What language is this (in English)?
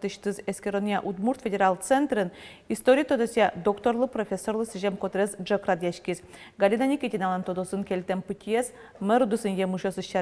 Udmurt